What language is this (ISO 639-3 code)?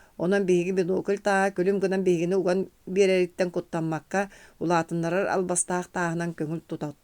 sah